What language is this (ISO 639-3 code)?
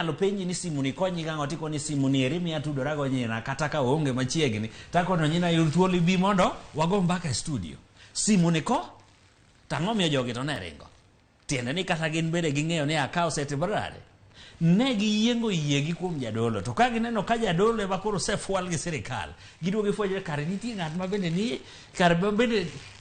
luo